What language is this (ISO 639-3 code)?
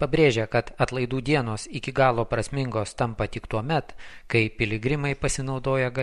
lit